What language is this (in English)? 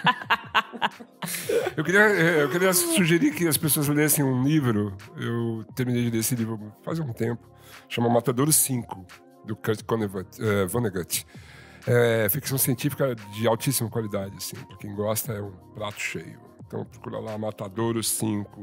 Portuguese